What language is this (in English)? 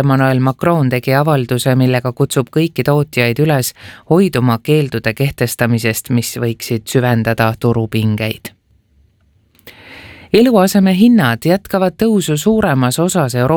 Estonian